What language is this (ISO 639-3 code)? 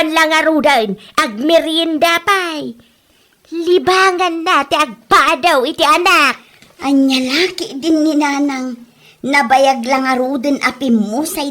ilo